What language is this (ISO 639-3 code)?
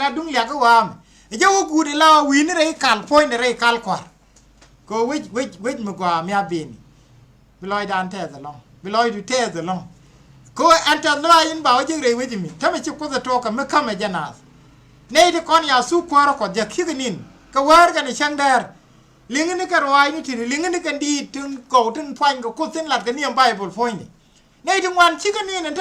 nus